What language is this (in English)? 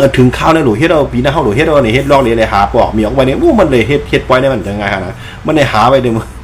Shan